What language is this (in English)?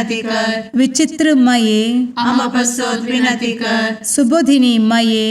Konkani